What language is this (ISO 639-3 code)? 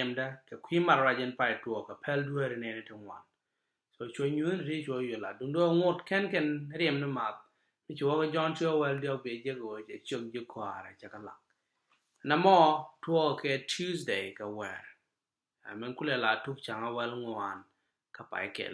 nus